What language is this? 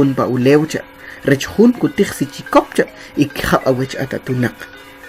Kʼicheʼ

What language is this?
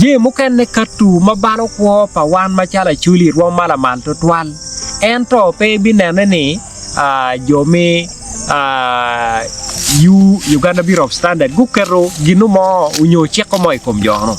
Acoli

